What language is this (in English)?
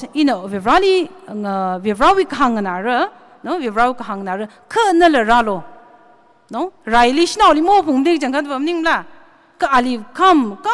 Tangkhul Naga (India)